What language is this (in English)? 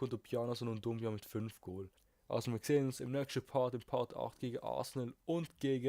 Swiss German